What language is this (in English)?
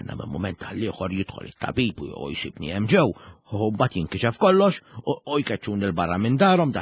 Maltese